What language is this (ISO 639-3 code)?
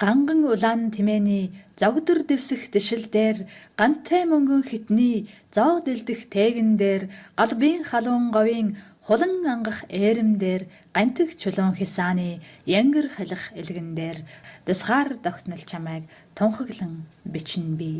mon